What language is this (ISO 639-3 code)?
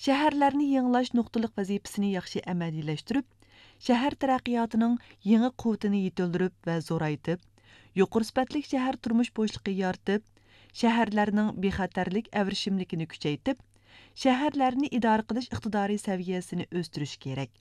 uig